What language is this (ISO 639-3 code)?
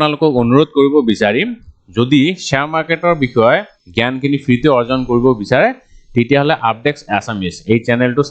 asm